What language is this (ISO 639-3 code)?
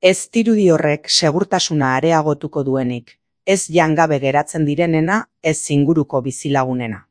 eus